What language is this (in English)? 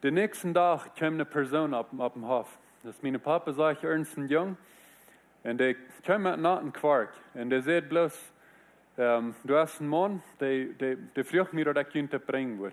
Plautdietsch